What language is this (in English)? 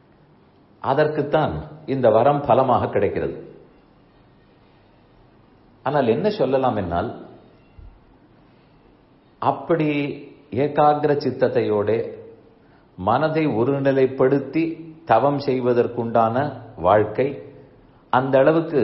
Tamil